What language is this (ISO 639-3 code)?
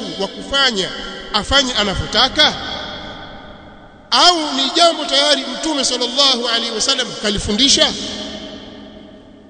swa